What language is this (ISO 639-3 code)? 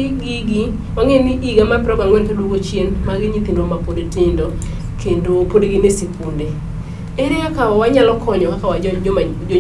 luo